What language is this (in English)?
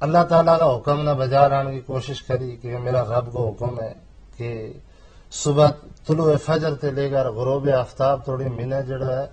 Gujari